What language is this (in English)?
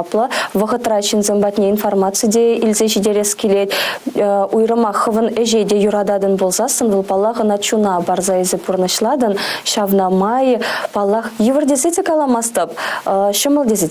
Chuvash